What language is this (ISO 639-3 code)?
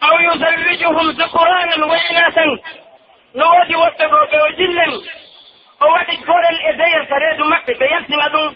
fuf